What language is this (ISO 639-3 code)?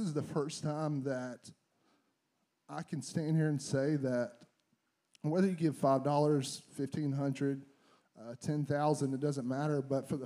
eng